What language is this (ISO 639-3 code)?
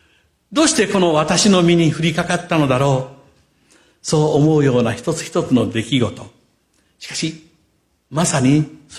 jpn